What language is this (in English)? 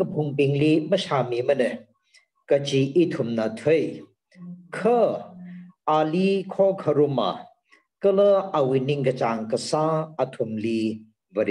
Tangkhul Naga (India)